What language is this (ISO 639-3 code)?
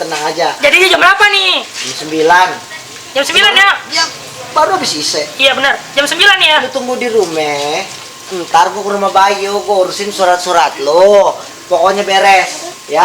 bew